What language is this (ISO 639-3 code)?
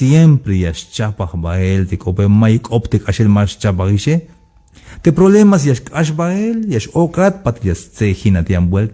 tzh